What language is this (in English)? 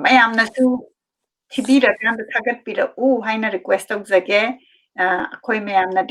Manipuri